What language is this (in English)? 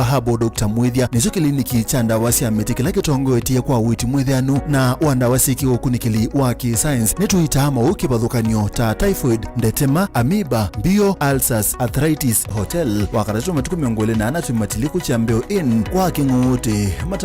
Kamba